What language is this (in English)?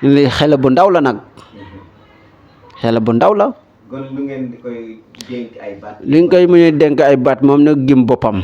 Wolof